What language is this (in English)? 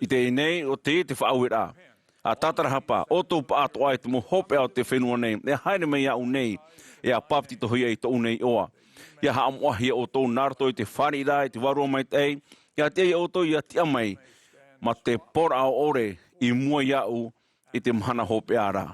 Tahitian